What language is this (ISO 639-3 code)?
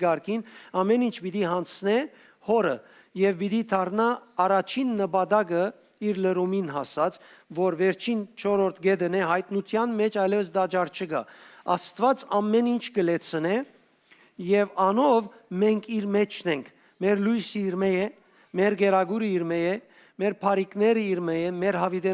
hyw